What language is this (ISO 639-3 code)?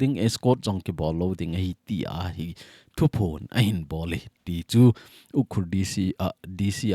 tcz